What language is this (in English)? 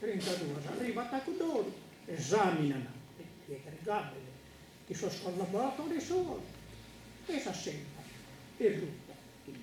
Sardinian